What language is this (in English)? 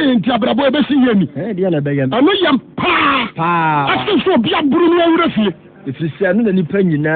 Akan